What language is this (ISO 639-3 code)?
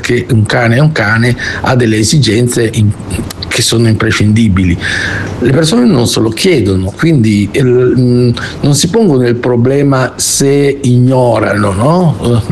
ita